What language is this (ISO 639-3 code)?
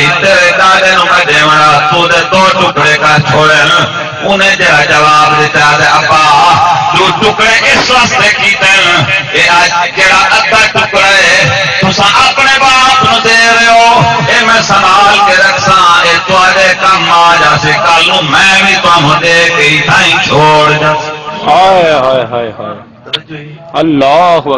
skr